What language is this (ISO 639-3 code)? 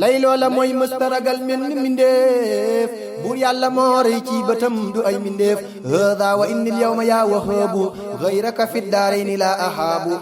wol